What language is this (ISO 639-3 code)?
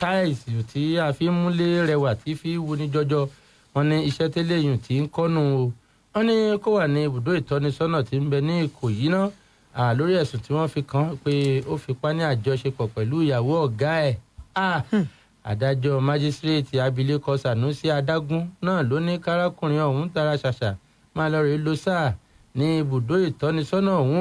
yor